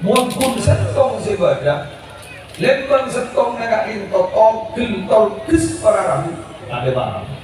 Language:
Madurese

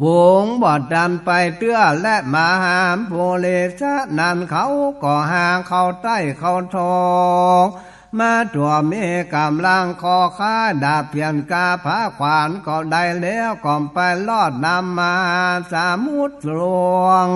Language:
Northern Thai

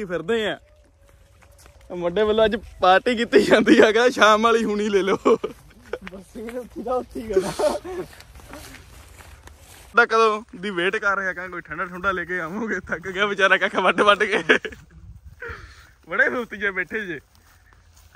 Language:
Punjabi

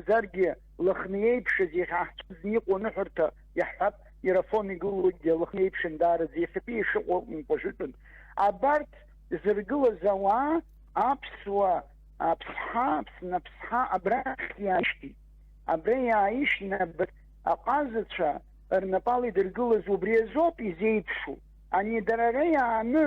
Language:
Abkhazian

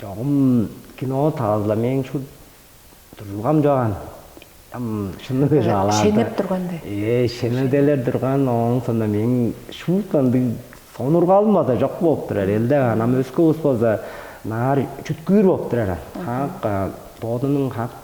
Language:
Tuvinian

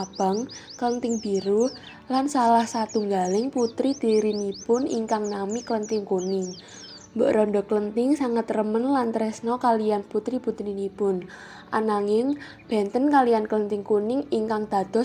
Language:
Javanese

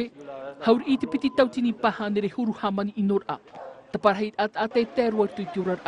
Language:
Tahitian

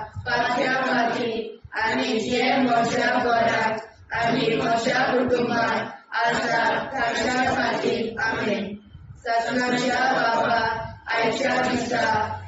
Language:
Konkani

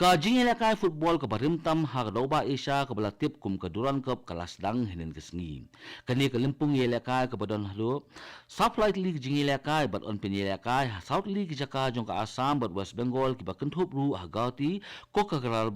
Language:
Khasi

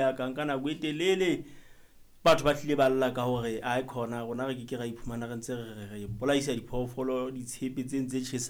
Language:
Southern Sotho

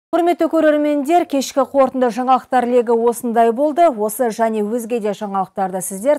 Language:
Kazakh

